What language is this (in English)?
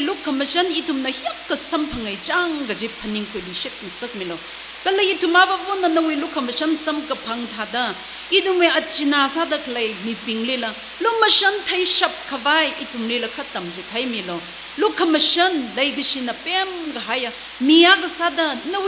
Tangkhul Naga (India)